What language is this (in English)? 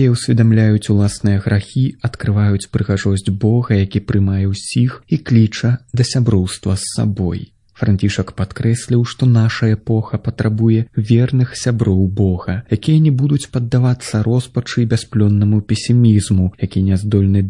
Belarusian